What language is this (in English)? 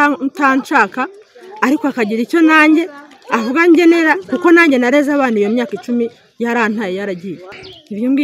Kinyarwanda